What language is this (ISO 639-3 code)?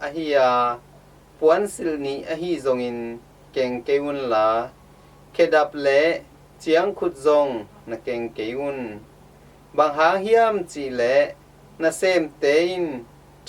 ctd